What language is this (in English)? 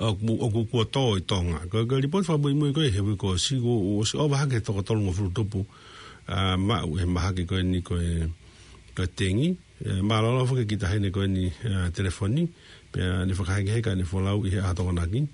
Tongan